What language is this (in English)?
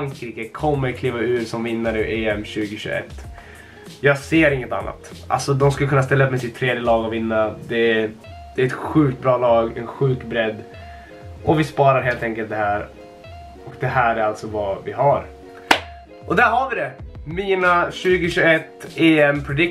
Swedish